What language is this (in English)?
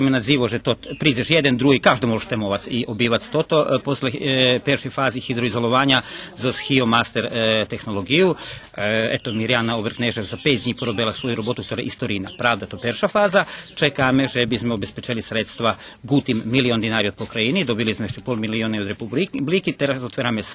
Rusyn